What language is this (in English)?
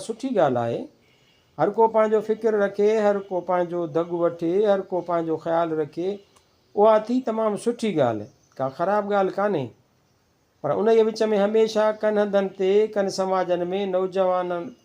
Sindhi